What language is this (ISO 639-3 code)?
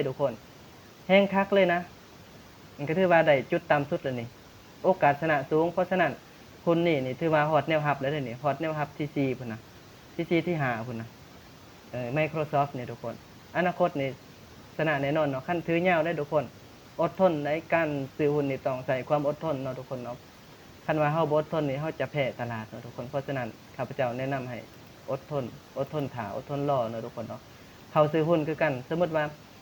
lao